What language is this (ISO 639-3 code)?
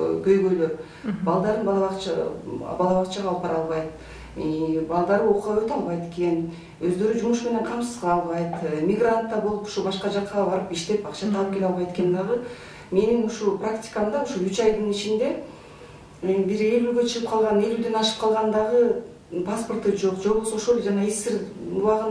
kir